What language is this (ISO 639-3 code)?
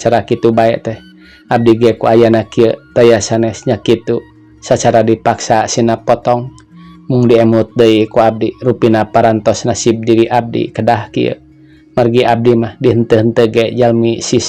sun